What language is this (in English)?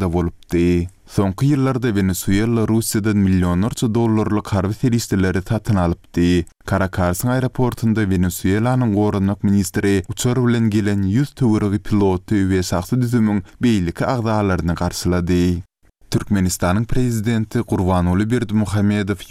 Turkmen